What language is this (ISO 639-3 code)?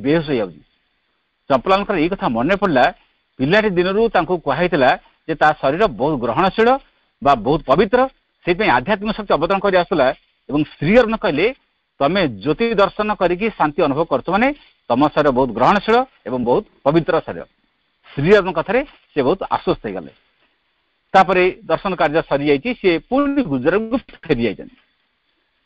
ori